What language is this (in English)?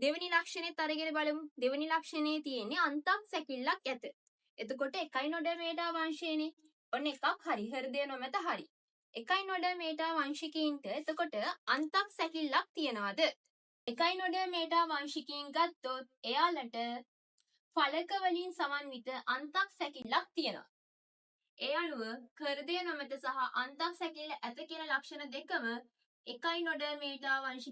Sinhala